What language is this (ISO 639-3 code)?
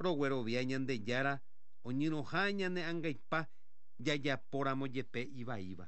grn